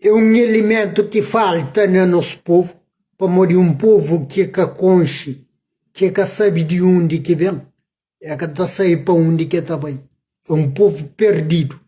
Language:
Kabuverdianu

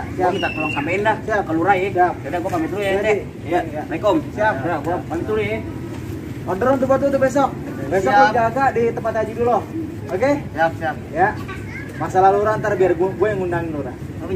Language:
Betawi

